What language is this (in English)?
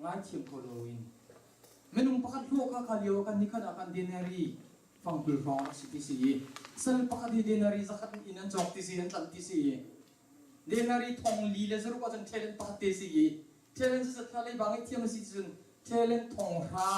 Hakha Chin